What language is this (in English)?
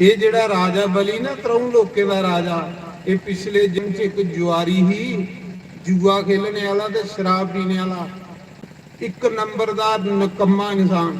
Dogri